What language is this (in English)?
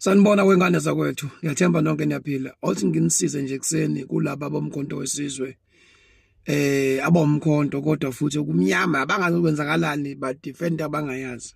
Zulu